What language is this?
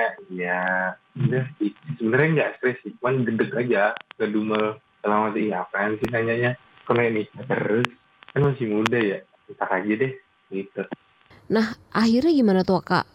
Indonesian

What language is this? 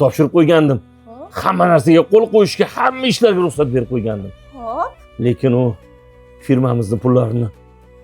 Uzbek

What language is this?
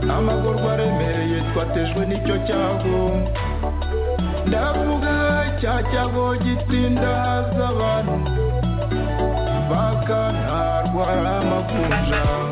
Kinyarwanda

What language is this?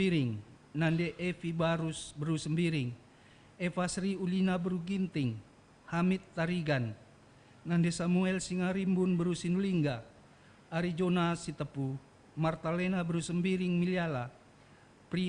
Batak Karo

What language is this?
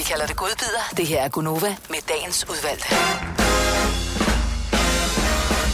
Danish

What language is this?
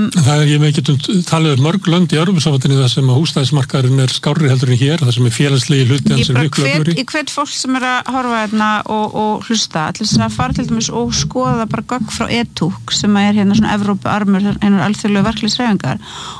Icelandic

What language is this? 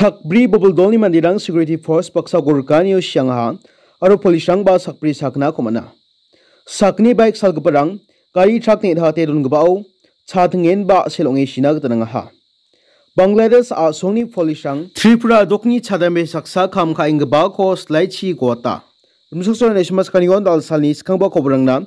Garo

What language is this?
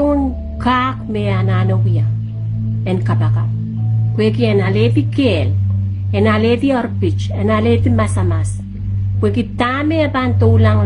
Pohnpeian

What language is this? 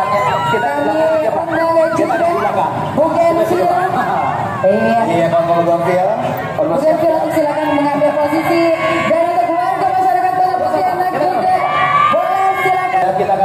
Indonesian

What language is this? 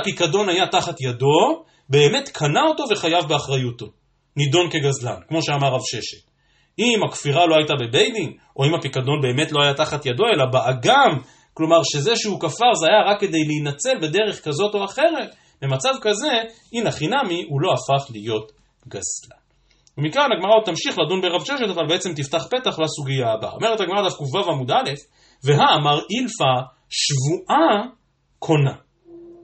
Hebrew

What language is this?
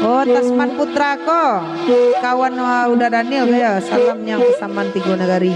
Minangkabau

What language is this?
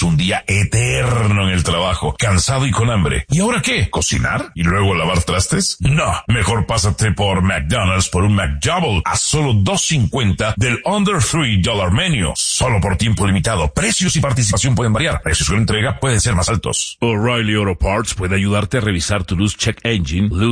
Spanish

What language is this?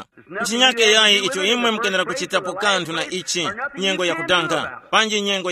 Tumbuka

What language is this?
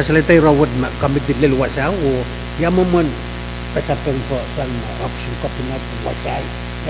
Pohnpeian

